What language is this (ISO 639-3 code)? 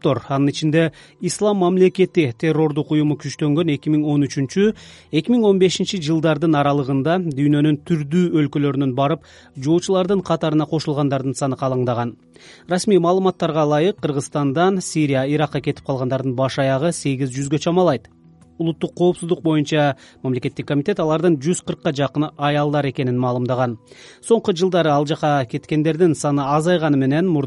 kir